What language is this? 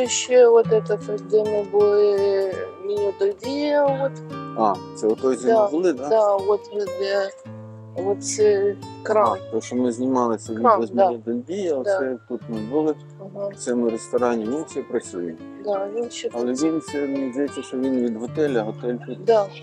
Ukrainian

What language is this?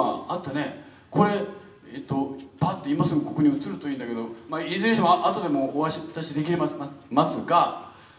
Japanese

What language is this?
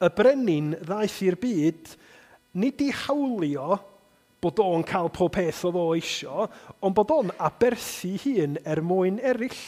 Welsh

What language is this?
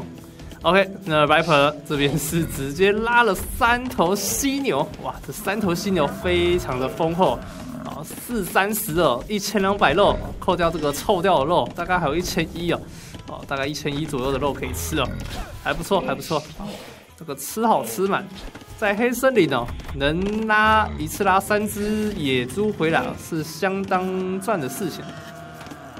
Chinese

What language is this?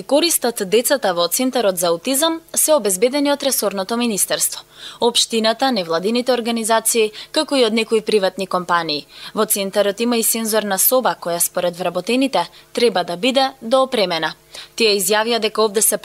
Macedonian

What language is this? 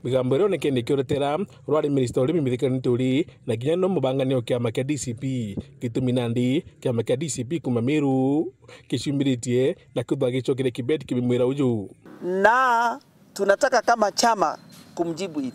Meru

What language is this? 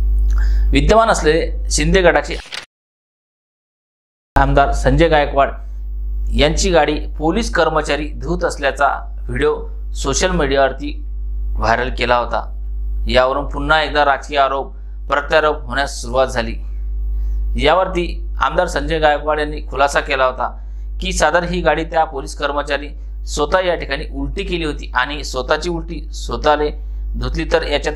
Marathi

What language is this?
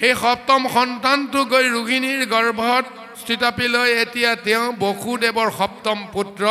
Assamese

